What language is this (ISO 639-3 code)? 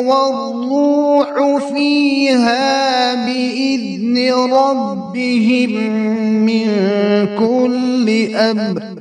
kas